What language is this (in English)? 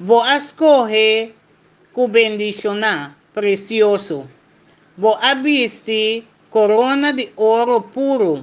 Papiamento